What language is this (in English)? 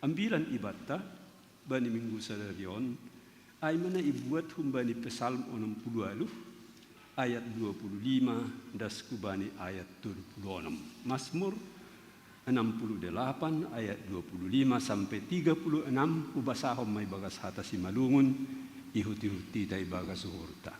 Batak Simalungun